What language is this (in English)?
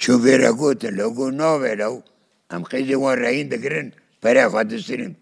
Kurdish